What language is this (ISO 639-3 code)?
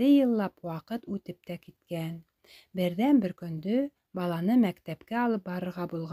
bak